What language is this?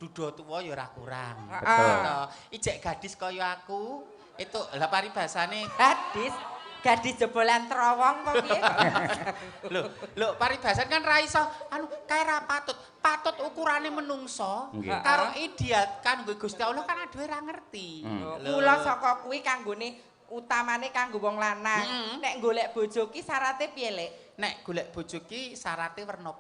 Javanese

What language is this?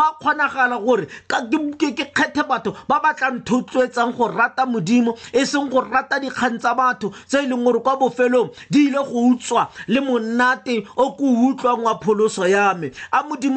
Tswana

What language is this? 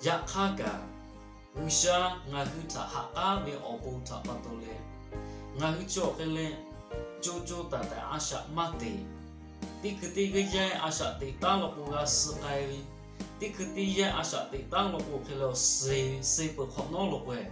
Lahu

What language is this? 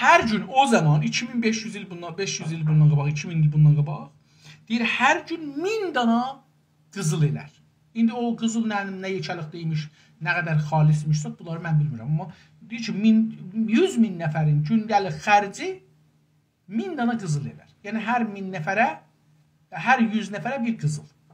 South Azerbaijani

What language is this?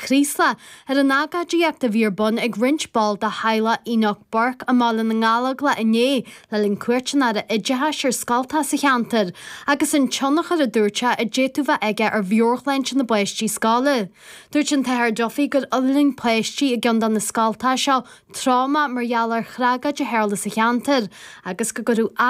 Irish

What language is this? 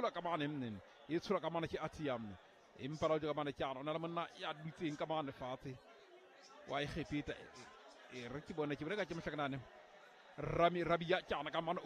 Southern Sotho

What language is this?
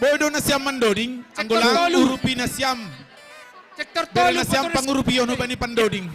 Batak Simalungun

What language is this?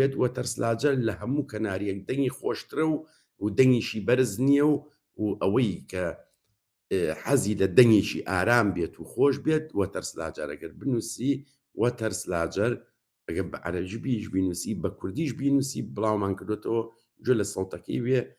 Central Kurdish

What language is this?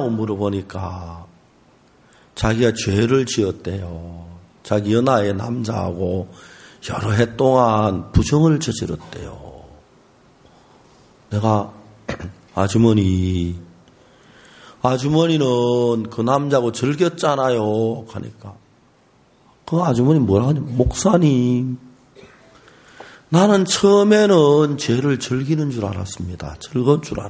Korean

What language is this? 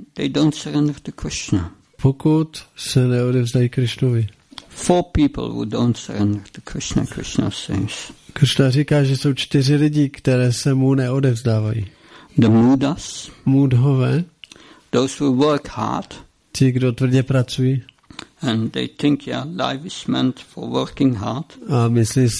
Czech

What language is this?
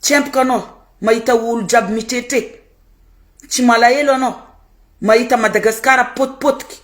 Malagasy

